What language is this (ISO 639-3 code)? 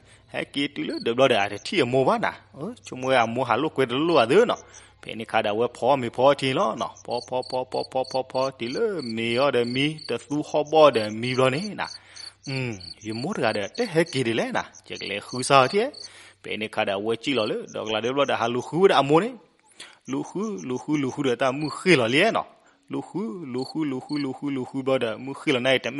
ksw